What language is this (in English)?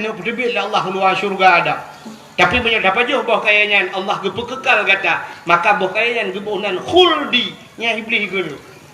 Achinese